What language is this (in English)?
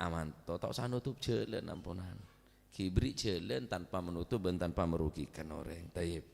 Madurese